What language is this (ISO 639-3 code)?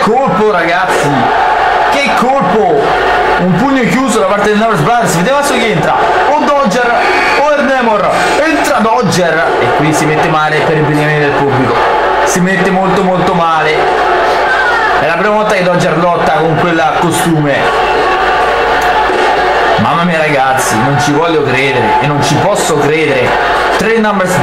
ita